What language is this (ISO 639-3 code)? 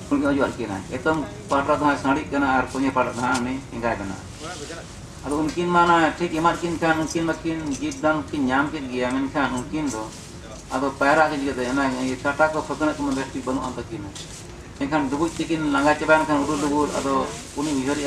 sat